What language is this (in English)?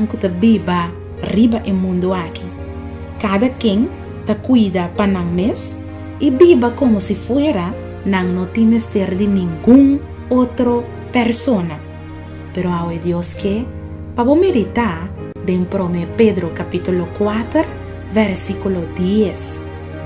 Papiamento